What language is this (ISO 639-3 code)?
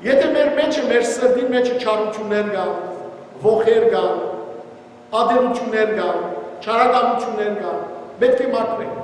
hyw